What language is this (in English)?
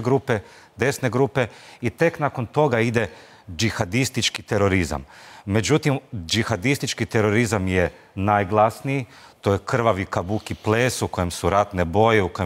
Bosnian